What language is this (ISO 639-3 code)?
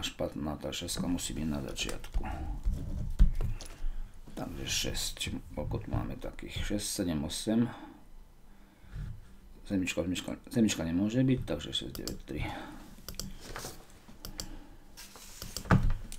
slk